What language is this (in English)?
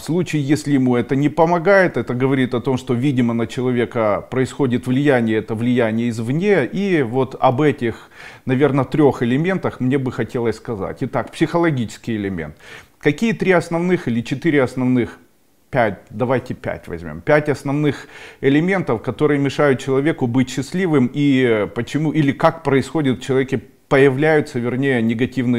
Russian